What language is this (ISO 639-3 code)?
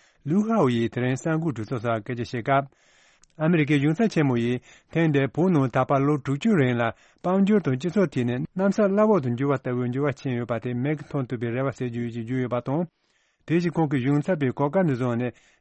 bod